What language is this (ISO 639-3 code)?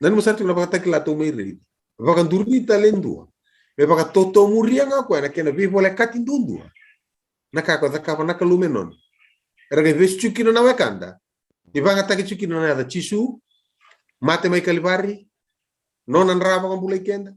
fij